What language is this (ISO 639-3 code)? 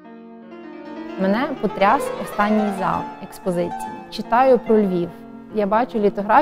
ukr